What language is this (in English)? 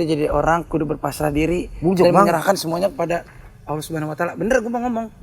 Betawi